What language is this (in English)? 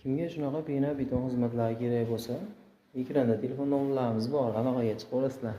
Uzbek